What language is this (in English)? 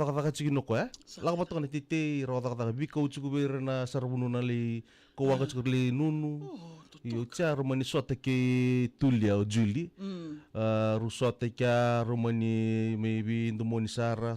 Fijian